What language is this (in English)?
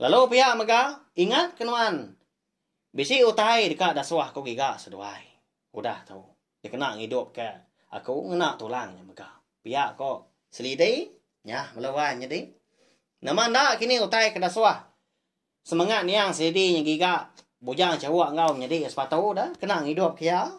Iban